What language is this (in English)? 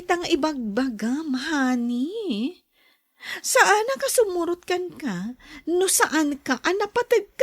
Iloko